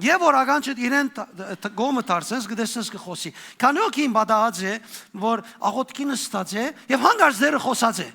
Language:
Western Armenian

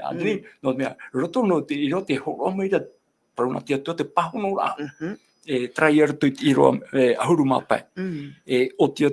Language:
Tahitian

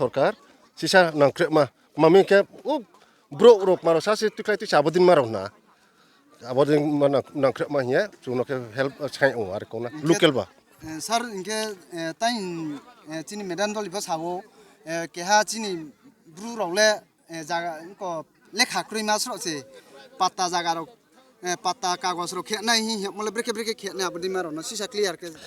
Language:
Riang (India)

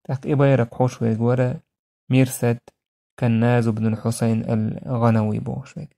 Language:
Chechen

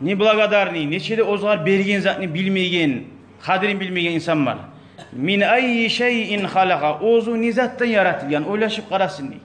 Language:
Kumyk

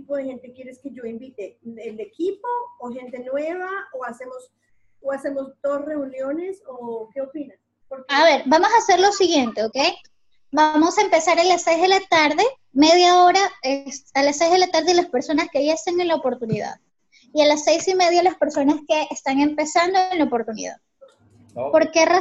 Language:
Spanish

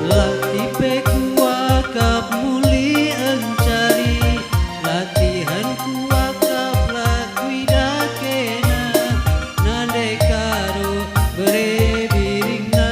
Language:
Batak Karo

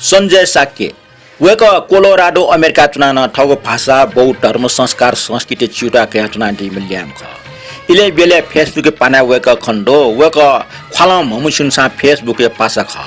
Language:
Newari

